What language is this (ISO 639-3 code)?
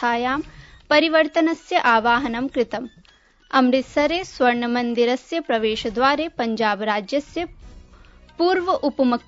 san